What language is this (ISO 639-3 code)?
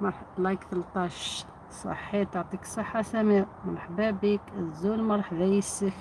arq